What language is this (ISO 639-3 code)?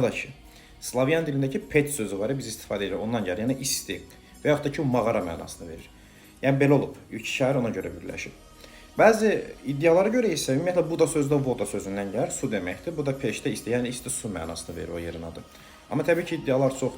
aze